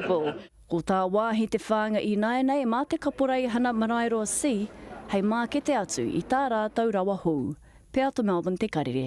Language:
Māori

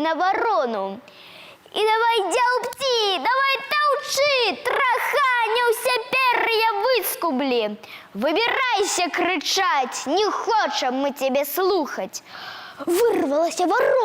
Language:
Belarusian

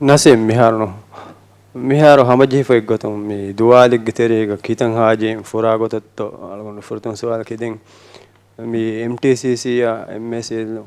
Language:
Divehi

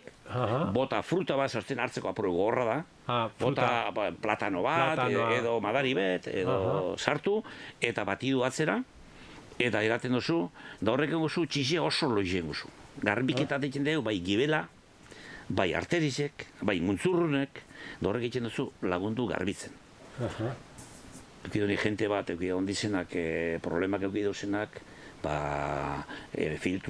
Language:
Basque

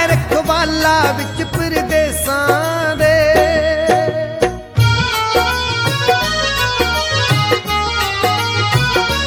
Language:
Punjabi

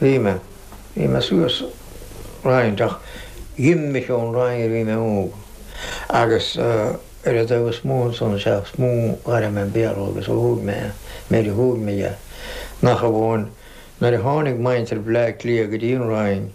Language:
Irish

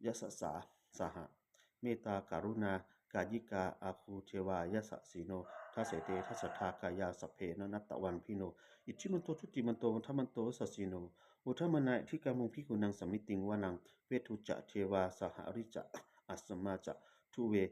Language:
Pali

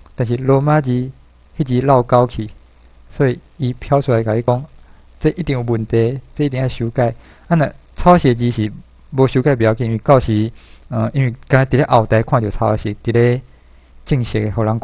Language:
Min Nan Chinese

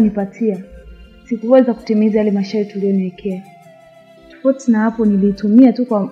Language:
Swahili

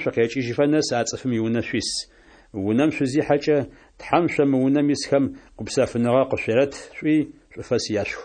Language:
Adyghe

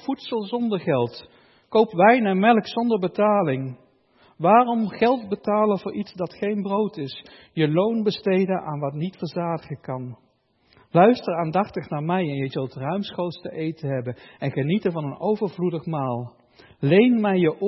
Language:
Dutch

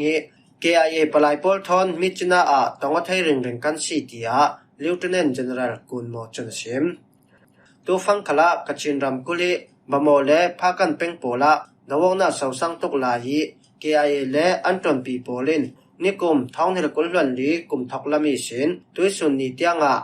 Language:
Falam Chin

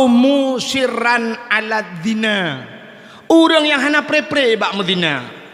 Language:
Achinese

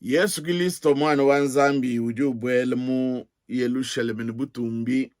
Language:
Luba-Lulua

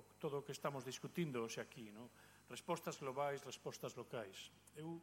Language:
Galician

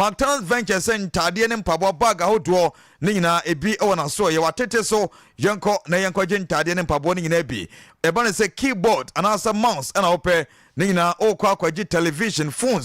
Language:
Akan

